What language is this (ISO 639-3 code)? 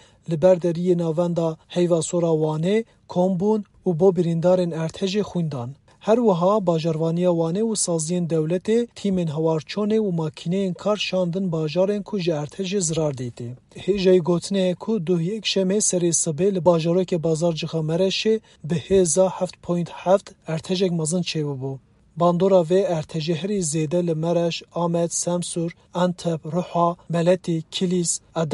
kur